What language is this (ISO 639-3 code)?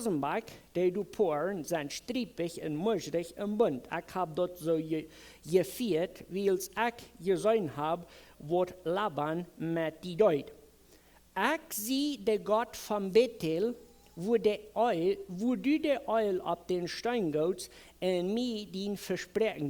pdt